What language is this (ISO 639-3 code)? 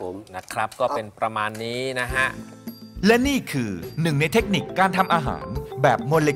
tha